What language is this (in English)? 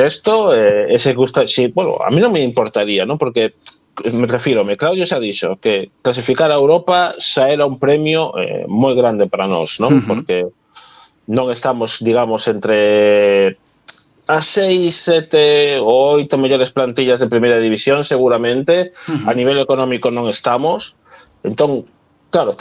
Galician